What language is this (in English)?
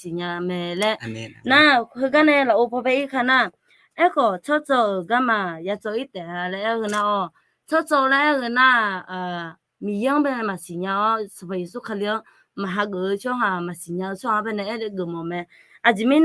Akha